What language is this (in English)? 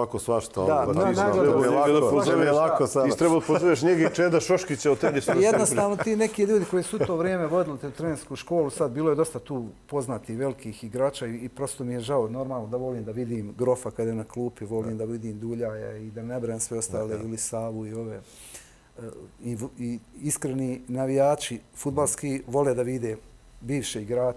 Serbian